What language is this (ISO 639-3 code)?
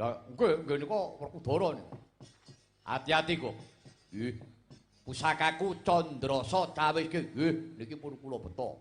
jav